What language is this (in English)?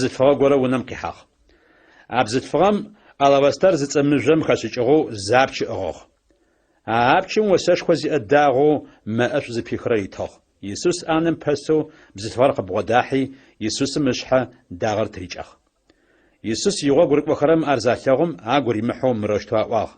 Adyghe